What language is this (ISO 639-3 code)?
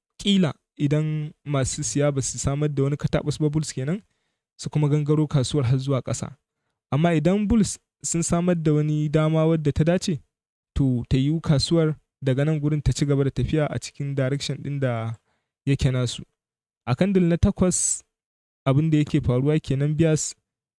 hau